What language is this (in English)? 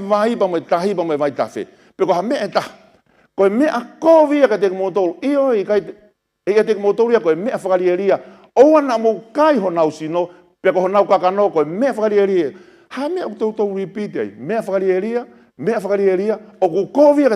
Tongan